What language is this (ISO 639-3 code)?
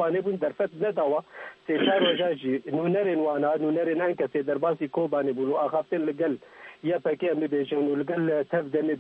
kur